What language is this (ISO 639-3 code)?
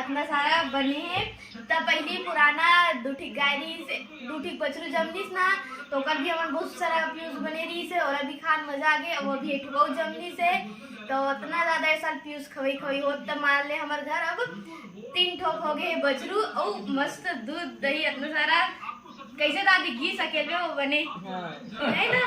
hne